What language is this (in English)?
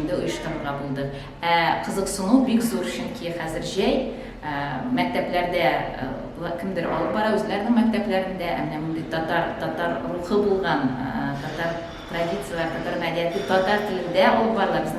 Tatar